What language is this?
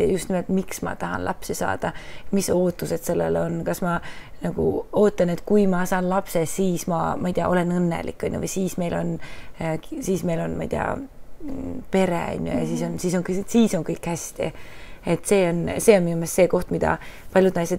Estonian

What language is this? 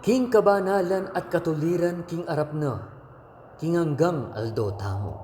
Pampanga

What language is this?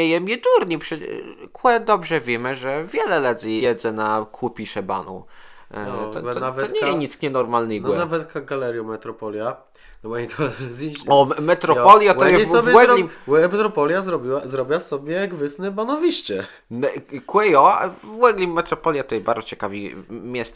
Kashubian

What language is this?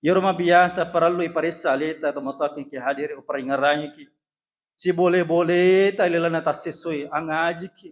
Buginese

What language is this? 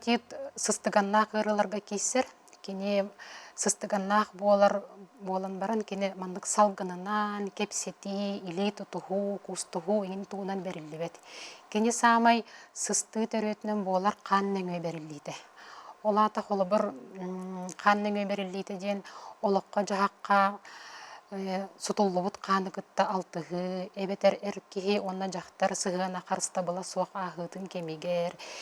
Yakut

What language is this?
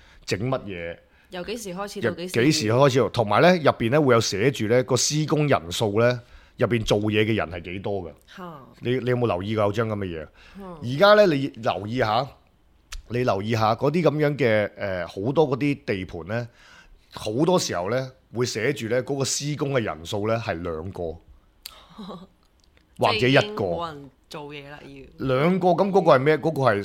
Cantonese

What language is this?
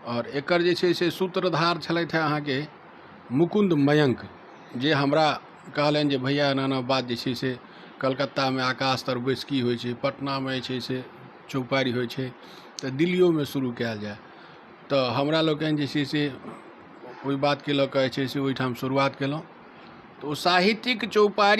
Maithili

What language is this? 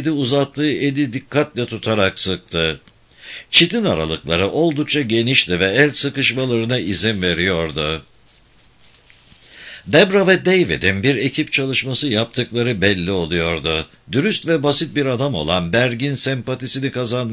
Turkish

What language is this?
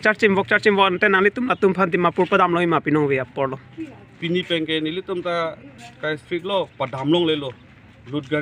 Karbi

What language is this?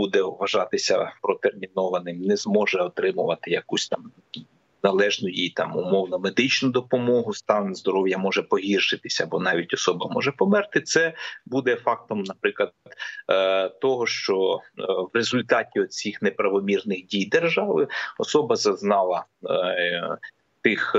Ukrainian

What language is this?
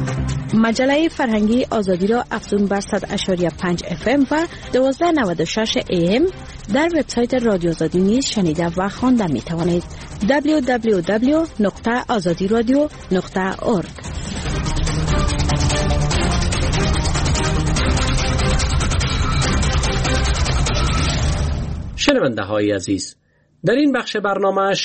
Persian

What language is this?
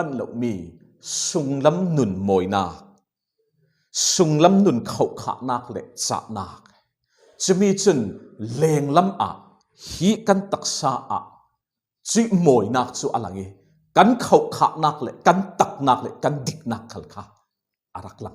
Falam Chin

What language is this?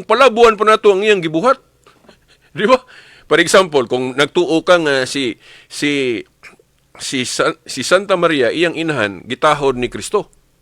Cebuano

